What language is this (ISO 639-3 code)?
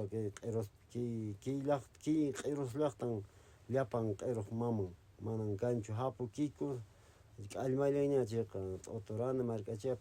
que